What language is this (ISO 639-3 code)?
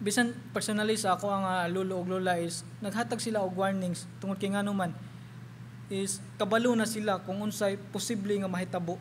ceb